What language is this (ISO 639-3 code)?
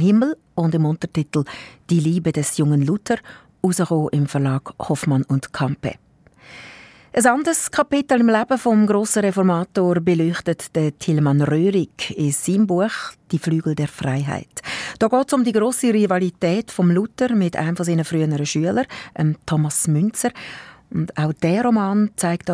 deu